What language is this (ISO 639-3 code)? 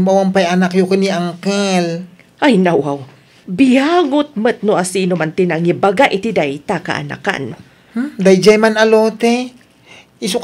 ilo